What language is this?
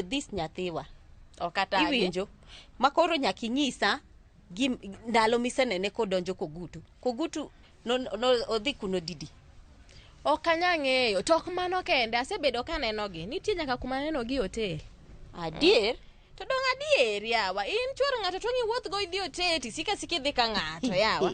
Luo (Kenya and Tanzania)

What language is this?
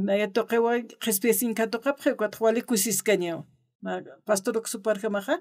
Aymara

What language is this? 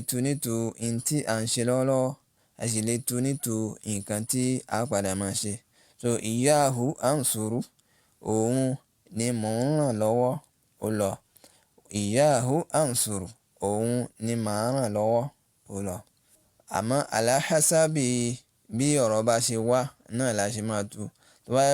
Yoruba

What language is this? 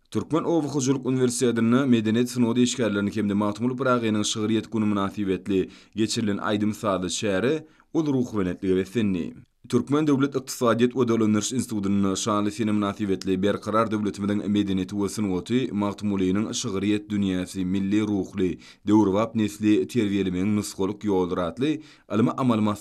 Turkmen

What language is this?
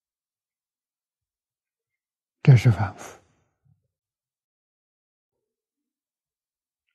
Chinese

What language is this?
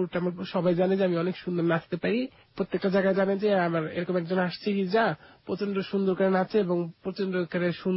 Bangla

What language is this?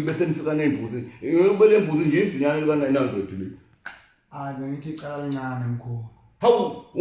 Zulu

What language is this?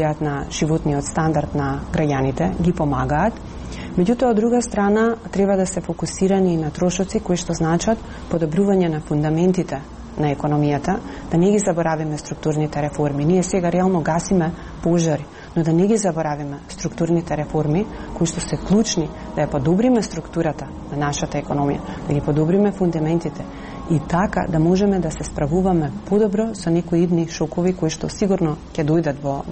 Macedonian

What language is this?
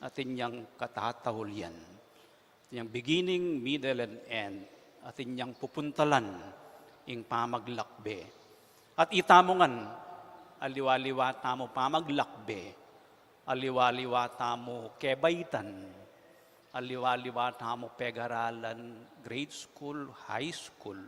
Pampanga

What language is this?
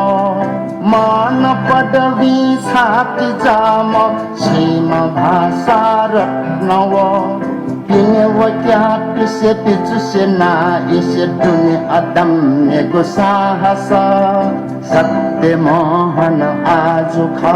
Newari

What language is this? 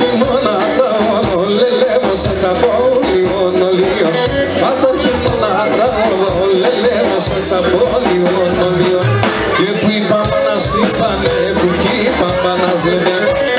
Greek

